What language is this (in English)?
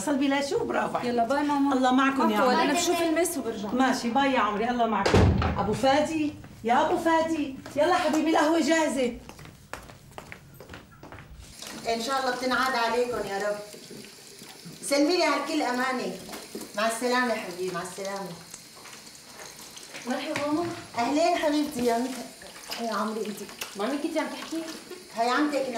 North Levantine Arabic